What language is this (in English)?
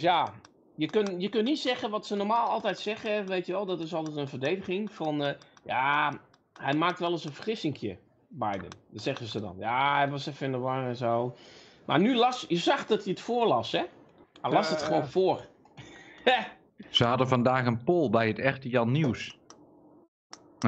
Dutch